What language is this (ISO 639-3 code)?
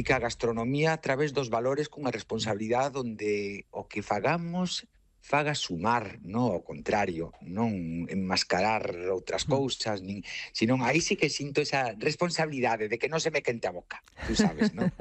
glg